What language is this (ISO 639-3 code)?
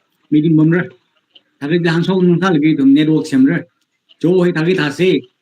nmf